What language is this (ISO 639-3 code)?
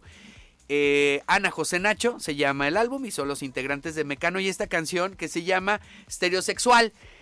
spa